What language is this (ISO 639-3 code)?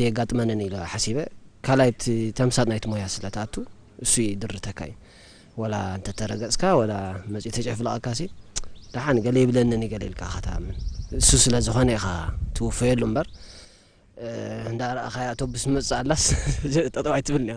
tir